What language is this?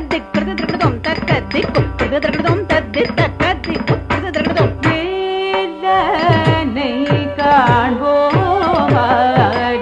Tamil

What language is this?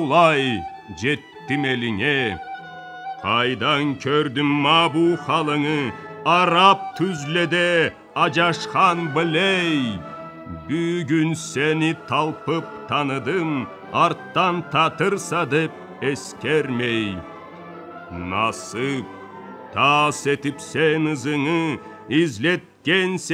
Karachay-Balkar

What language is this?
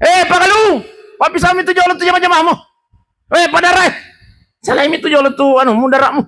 Buginese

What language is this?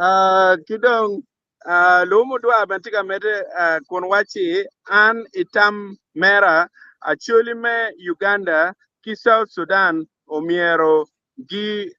Acoli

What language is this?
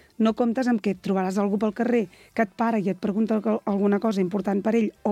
Catalan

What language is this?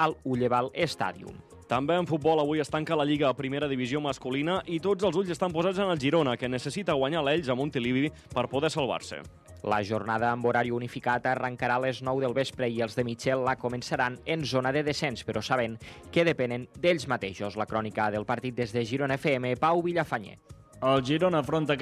Catalan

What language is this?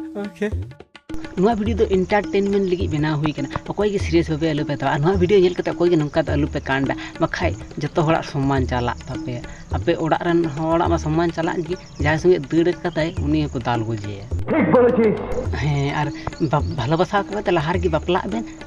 Santali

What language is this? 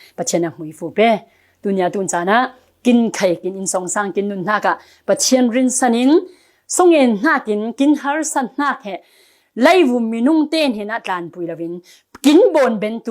Falam Chin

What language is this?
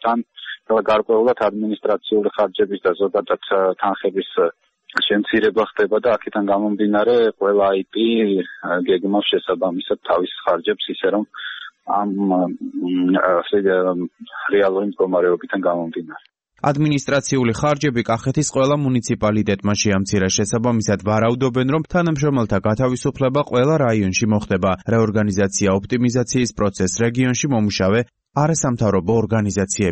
Georgian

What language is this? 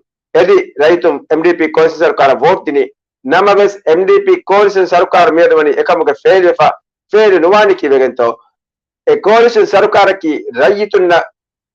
Divehi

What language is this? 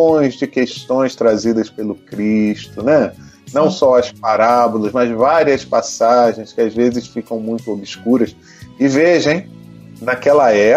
Portuguese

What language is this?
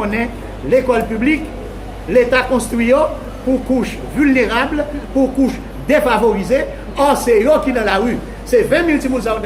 Haitian Creole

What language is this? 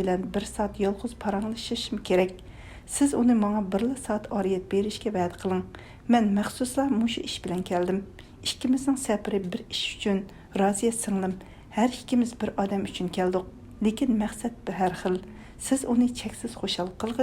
Uyghur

